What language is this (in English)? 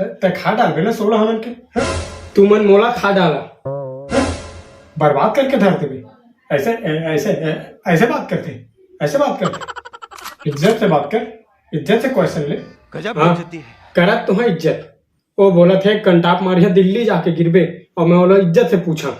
Chhattisgarhi